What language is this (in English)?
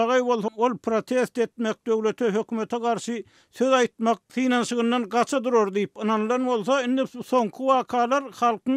Turkmen